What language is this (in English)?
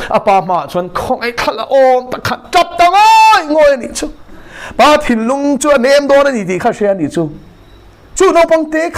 Mizo